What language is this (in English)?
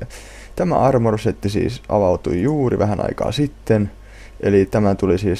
Finnish